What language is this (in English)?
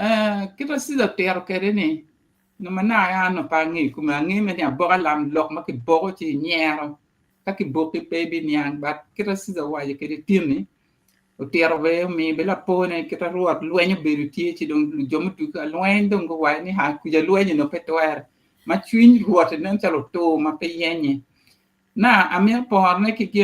Acoli